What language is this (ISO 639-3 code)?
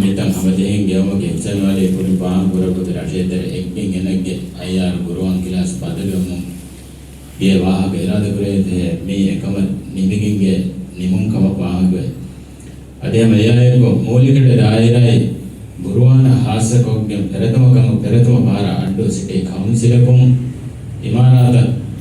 div